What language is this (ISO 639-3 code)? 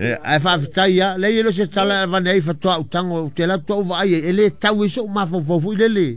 smo